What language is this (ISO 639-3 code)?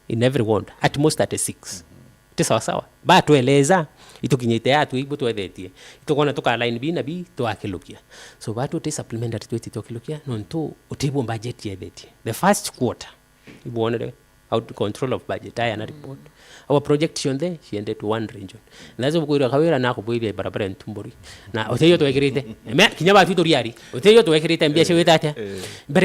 mer